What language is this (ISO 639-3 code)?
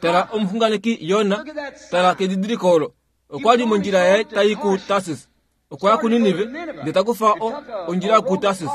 kua